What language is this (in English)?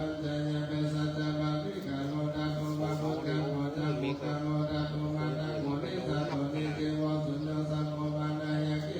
Pali